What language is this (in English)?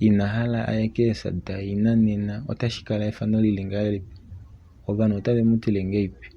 Kuanyama